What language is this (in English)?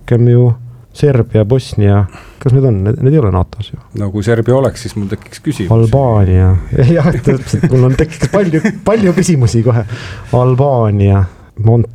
Estonian